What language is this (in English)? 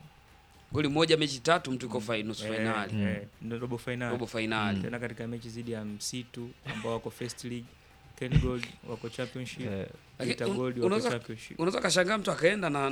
Swahili